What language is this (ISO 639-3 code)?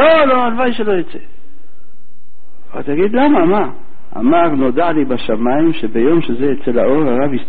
heb